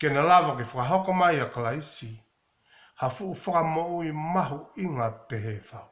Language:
Tongan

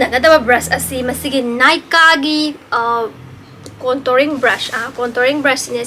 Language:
Manipuri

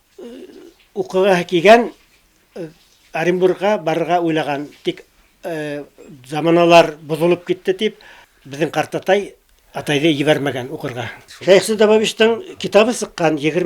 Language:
Bashkir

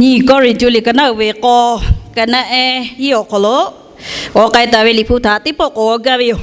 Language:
Lahu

